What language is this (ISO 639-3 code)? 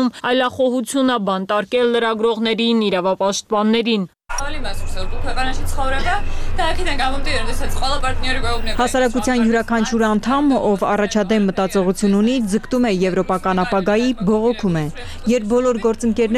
hye